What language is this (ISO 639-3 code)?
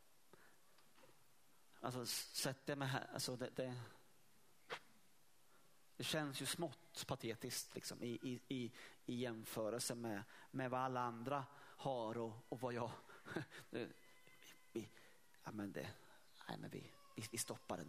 swe